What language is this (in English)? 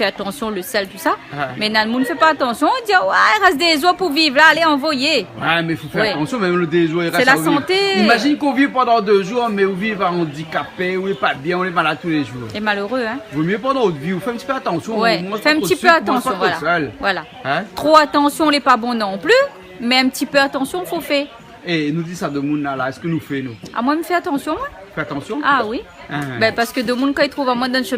Réunion Creole French